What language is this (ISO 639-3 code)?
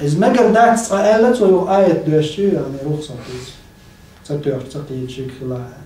che